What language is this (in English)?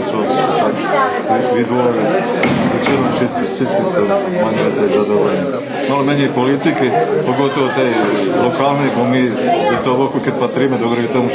Rusyn